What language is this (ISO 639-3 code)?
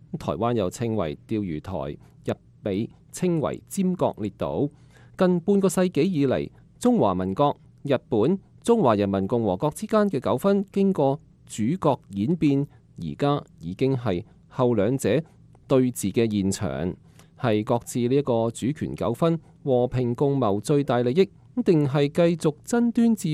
yue